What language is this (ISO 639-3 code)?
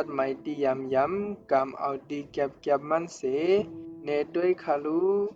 shn